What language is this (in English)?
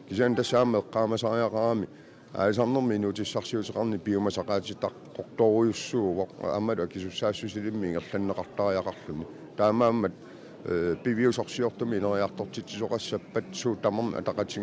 Kalaallisut